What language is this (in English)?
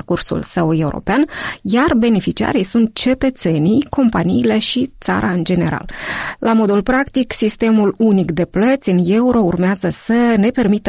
Romanian